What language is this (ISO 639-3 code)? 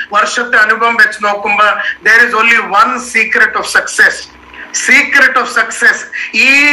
mal